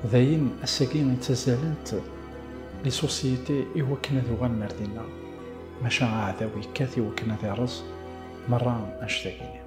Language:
Kabyle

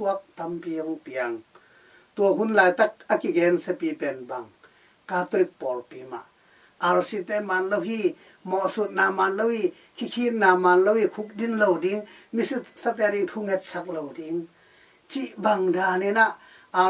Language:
Tedim Chin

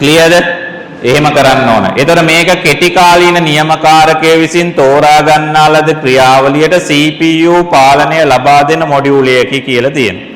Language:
Sinhala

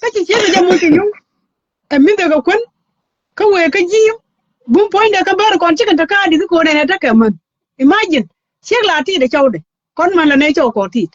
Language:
Nuer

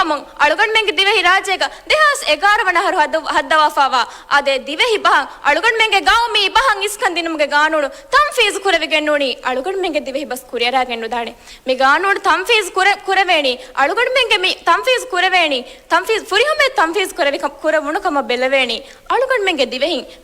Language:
Divehi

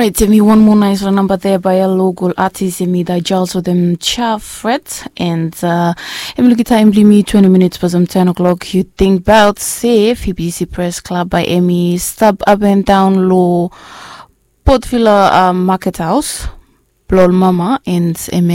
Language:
Bislama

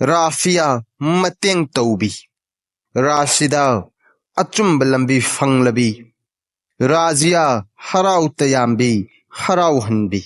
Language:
Manipuri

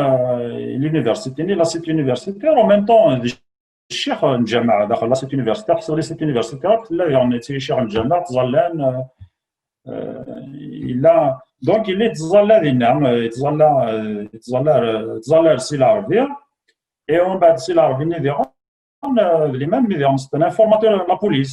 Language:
Kabyle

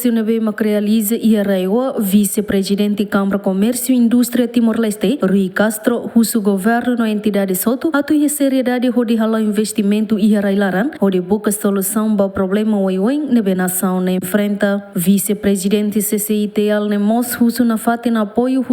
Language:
Tetum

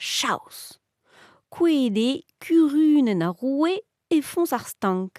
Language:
Breton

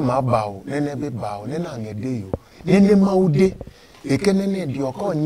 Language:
Adangme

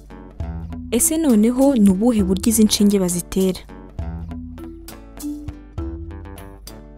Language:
Kinyarwanda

